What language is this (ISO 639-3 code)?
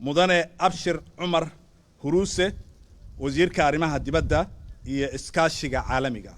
som